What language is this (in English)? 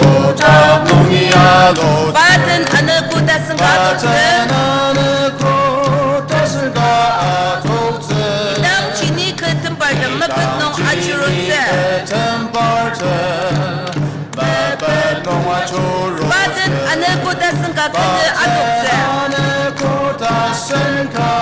Ao Naga